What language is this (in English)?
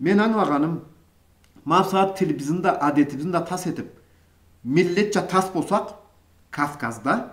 Karachay-Balkar